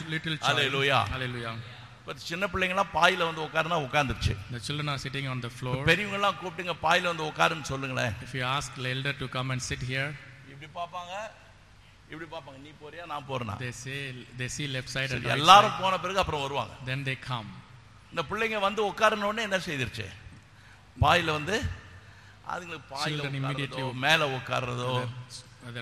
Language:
Tamil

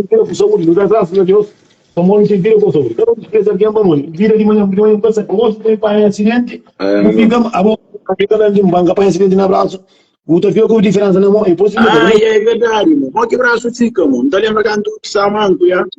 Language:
Kabuverdianu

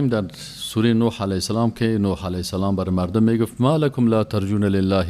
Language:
Persian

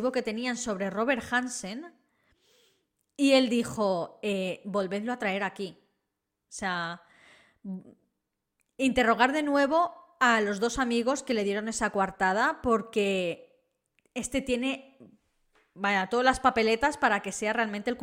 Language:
Spanish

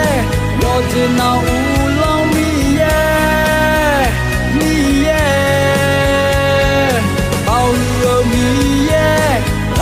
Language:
Akha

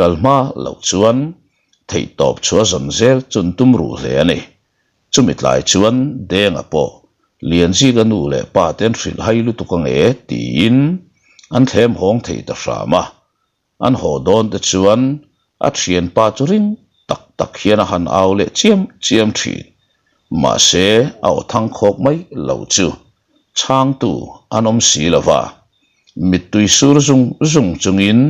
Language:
Mizo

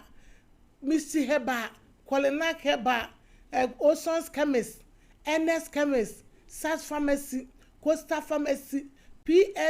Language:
Akan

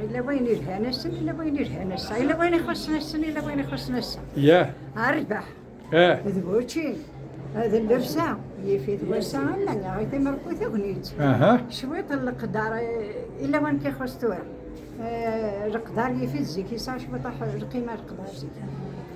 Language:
Kabyle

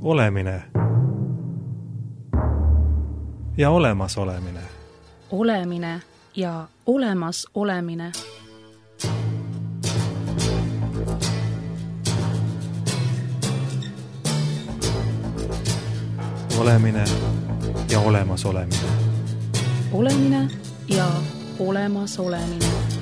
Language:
Estonian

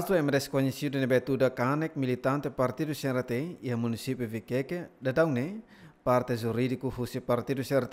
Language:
Tetum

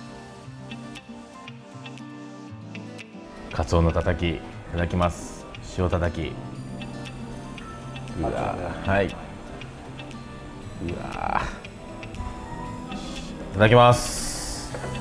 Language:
Japanese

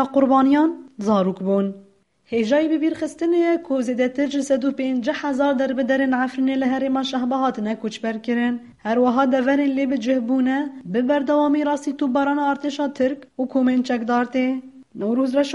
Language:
Kurdish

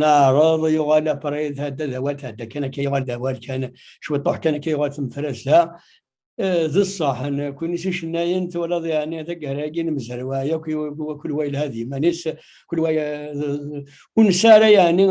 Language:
Kabyle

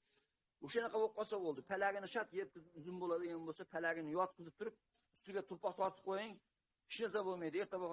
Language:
Uzbek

